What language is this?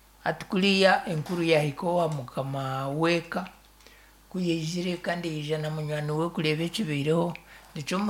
Nyankole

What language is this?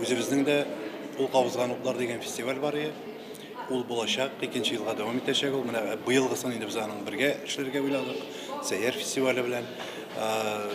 Tatar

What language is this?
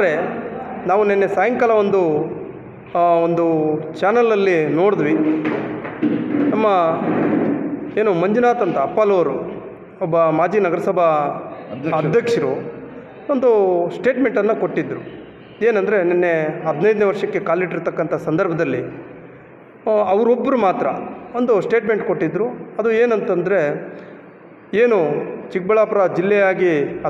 Kannada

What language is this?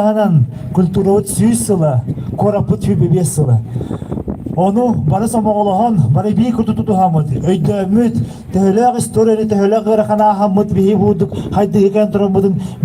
Yakut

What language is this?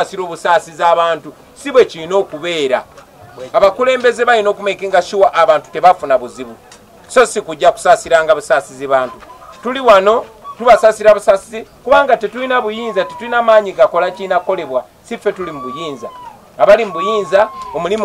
Ganda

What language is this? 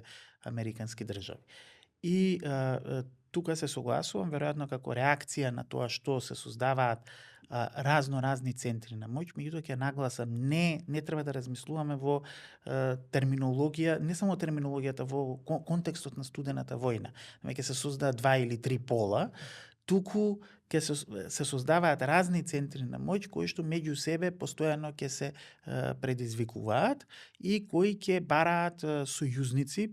Macedonian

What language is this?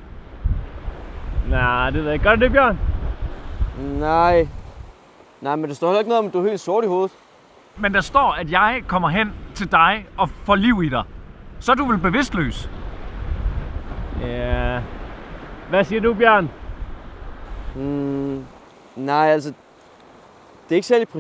Danish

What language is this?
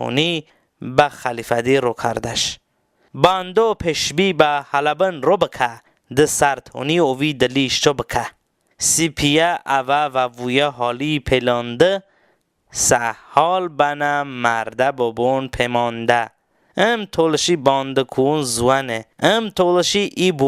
Talysh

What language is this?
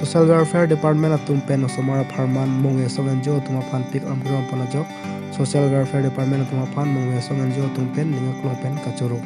Karbi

